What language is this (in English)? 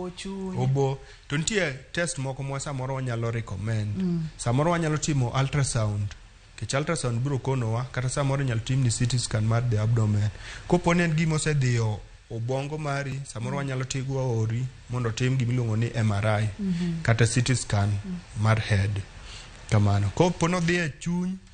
Luo (Kenya and Tanzania)